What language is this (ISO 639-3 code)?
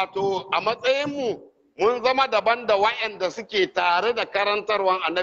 hau